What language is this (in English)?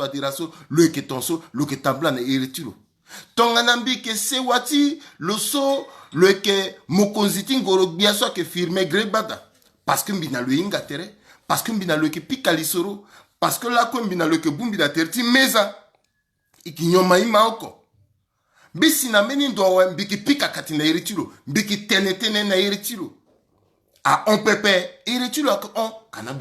Sango